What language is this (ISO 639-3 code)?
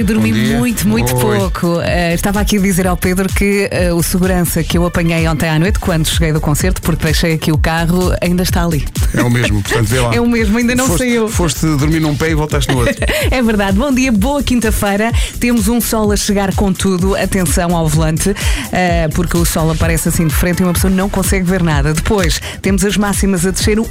por